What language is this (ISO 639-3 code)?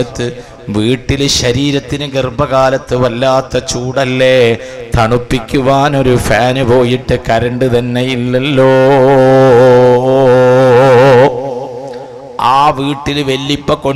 mal